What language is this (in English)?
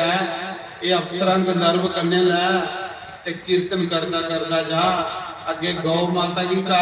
Dogri